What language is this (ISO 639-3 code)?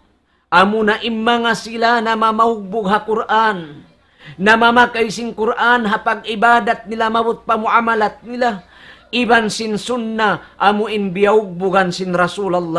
tsg